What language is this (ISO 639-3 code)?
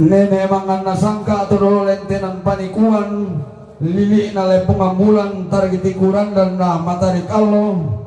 sda